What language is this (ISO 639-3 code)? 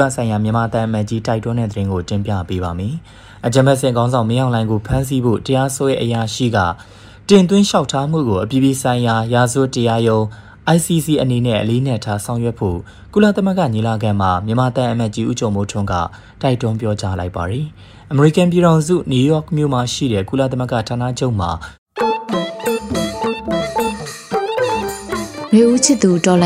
mya